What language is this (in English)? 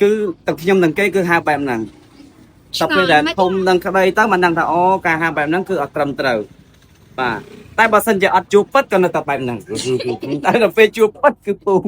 Khmer